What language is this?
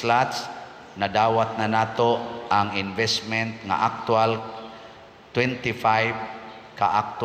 Cebuano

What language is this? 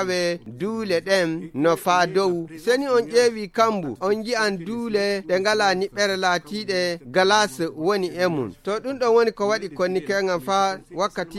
Fula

